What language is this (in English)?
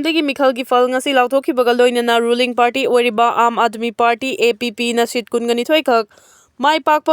Manipuri